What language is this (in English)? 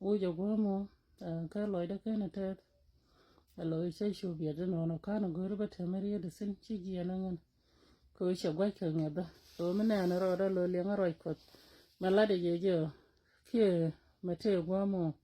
Nuer